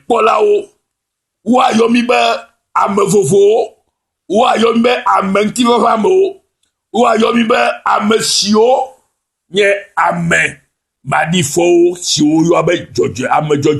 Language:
Ewe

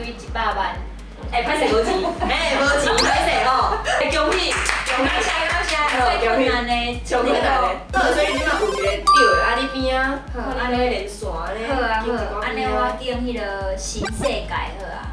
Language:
Min Nan Chinese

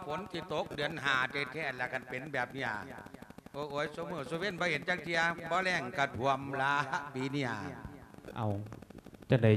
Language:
Lao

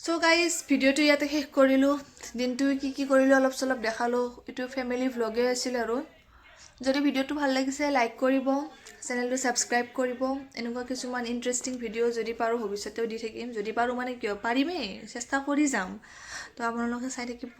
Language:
Assamese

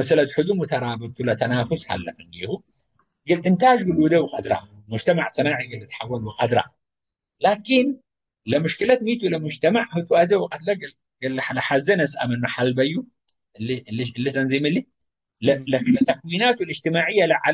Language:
Tigre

